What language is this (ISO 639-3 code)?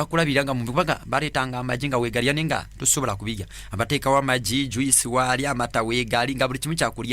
lug